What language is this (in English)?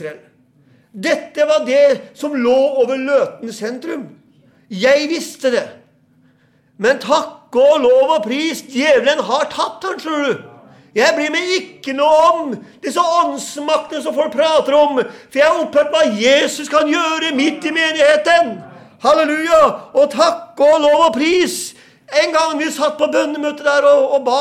Norwegian